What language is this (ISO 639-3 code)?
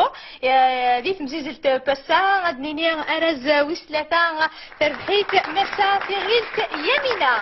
kab